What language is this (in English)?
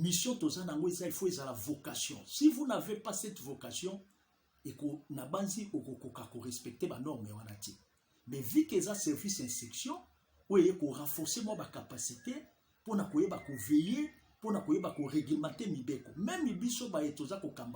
Lingala